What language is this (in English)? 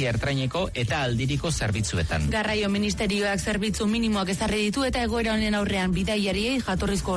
Basque